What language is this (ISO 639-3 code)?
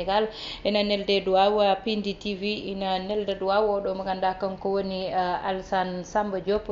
ful